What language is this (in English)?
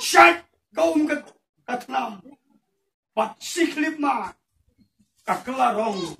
Khasi